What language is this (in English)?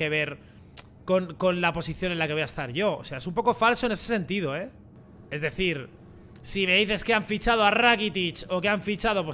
Spanish